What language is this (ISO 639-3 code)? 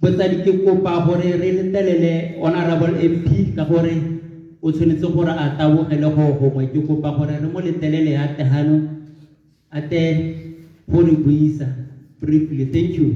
tsn